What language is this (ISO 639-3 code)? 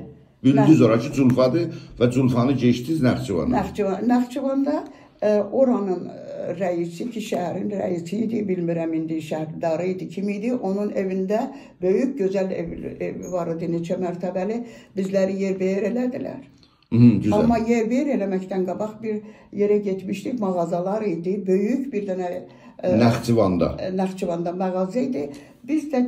azb